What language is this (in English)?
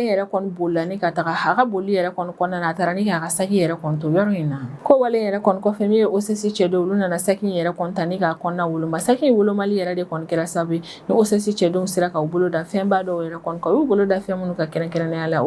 Bambara